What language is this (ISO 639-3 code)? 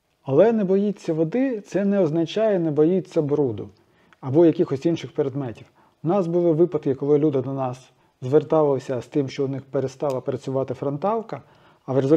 ukr